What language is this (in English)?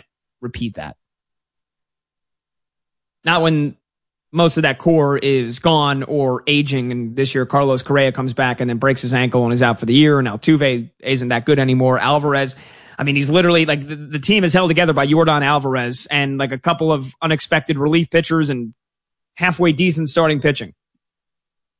English